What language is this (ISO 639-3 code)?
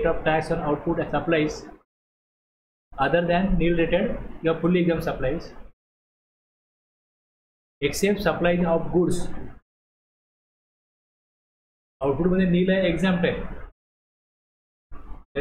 mar